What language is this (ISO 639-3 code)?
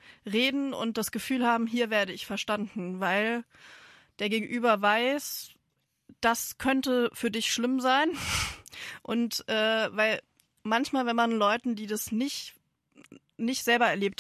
deu